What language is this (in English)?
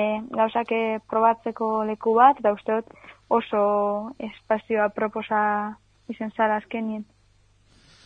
Basque